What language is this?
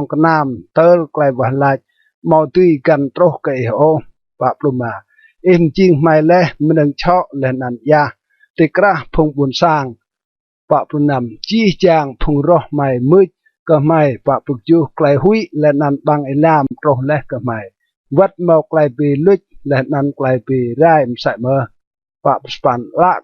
Rade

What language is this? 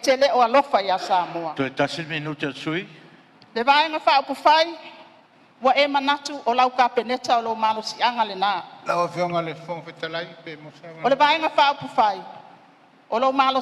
Samoan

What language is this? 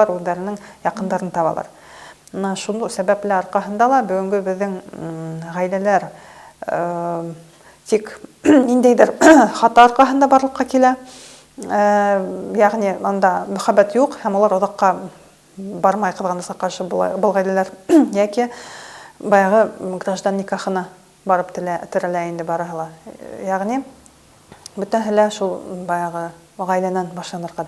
Bashkir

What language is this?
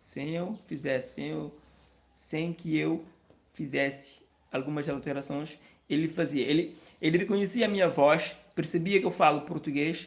Kabuverdianu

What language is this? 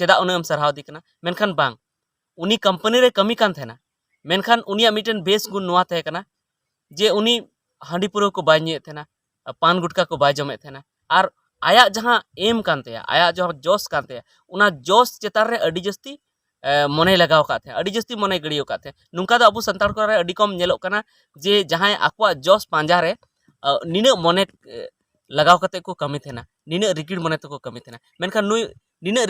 Santali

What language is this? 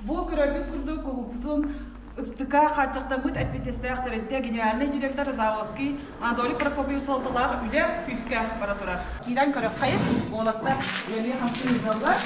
Yakut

